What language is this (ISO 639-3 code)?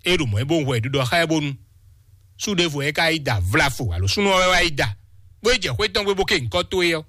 fon